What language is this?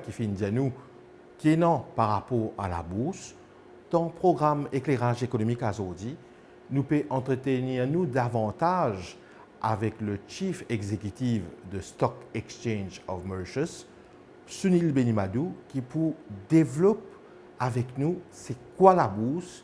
Morisyen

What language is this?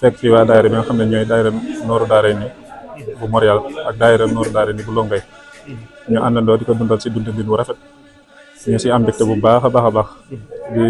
Wolof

